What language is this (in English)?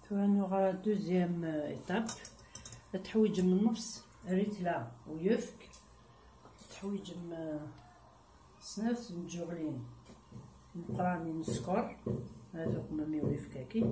Kabyle